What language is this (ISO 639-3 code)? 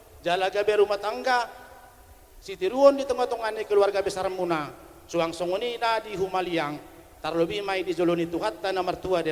bbc